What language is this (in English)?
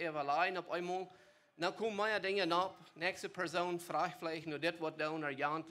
Plautdietsch